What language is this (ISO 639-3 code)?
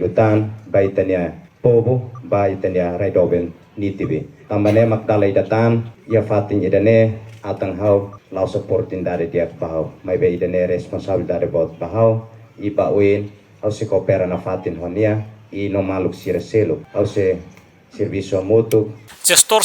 tet